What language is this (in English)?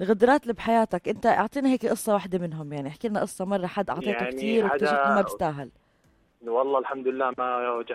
North Levantine Arabic